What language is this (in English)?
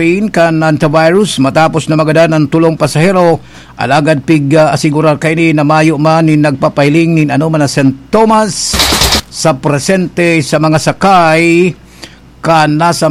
Bikol